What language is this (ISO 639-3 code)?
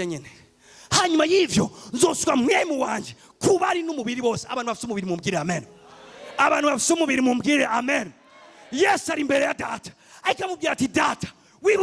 run